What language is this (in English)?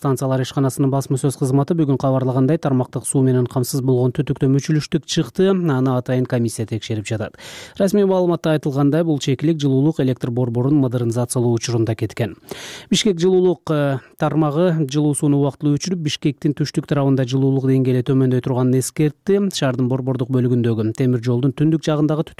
Kyrgyz